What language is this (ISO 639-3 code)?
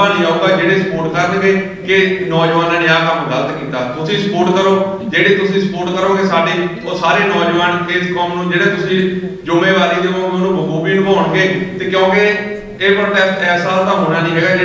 pan